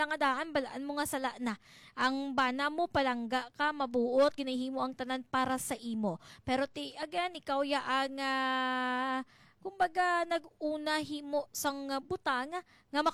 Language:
Hiligaynon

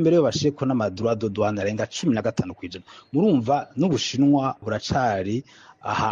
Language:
Rundi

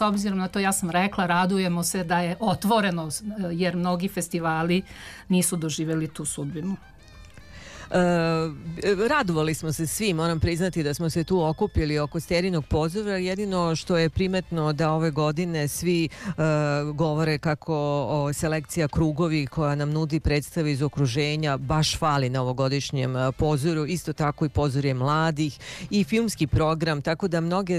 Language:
Serbian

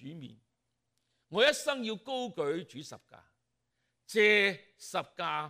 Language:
Cantonese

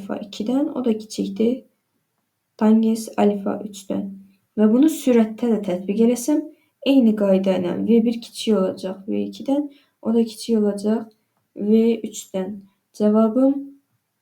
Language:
Azerbaijani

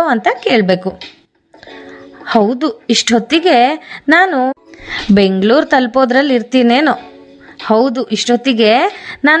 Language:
Kannada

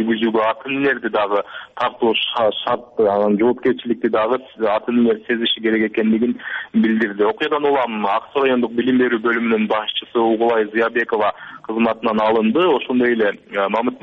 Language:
Kyrgyz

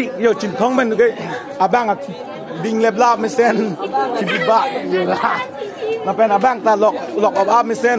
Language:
Karbi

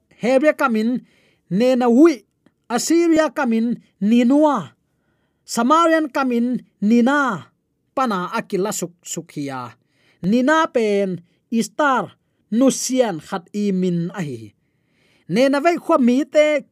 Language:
Tedim Chin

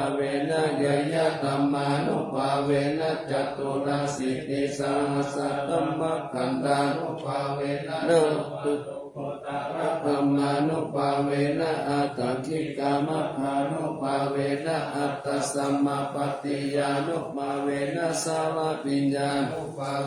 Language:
Pali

